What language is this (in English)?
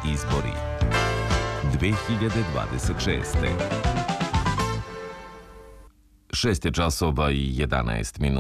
Serbian